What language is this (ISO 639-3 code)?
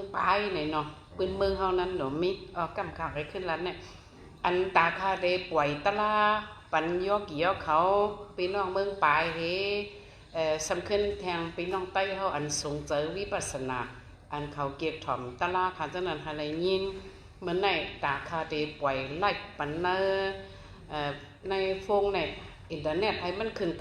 shn